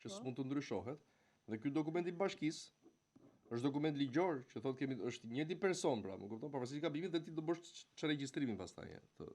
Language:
Albanian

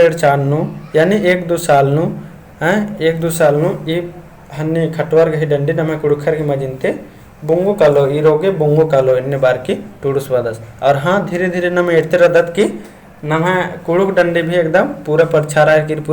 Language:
Kurukh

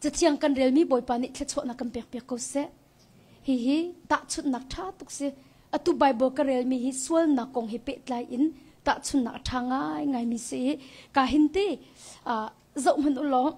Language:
Hakha Chin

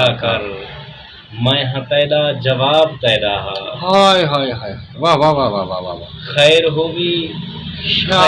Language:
Saraiki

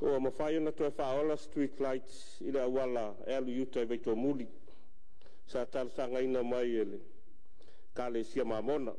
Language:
Samoan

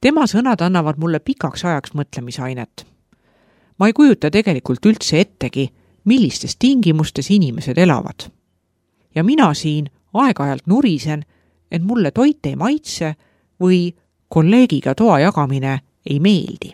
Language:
Estonian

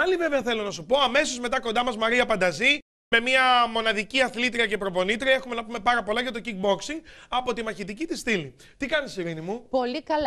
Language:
Greek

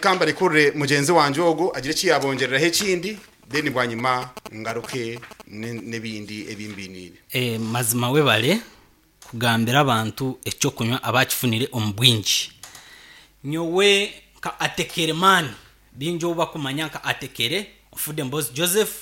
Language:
Nyankole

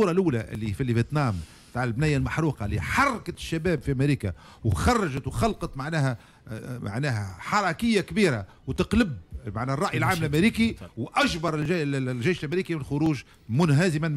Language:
Tunisian Arabic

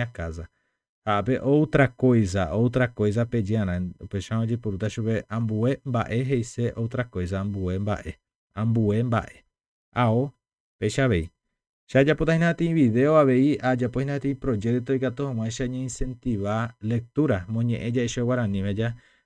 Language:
Guarani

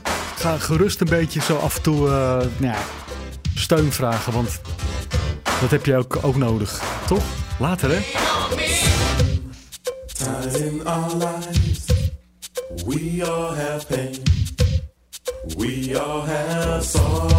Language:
Dutch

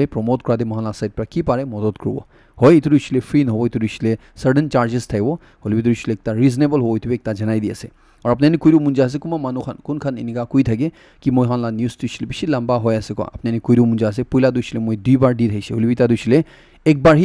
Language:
Naga Pidgin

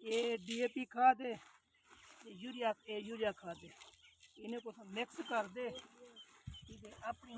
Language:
Saraiki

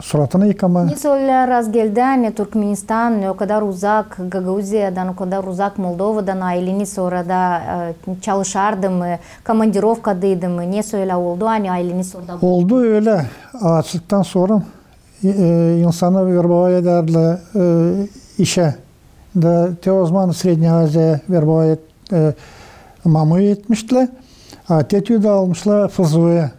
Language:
Gagauz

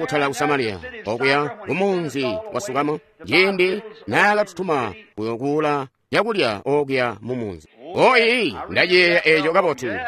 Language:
Tonga (Zambia)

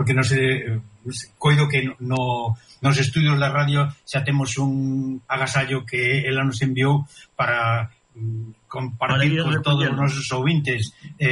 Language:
Galician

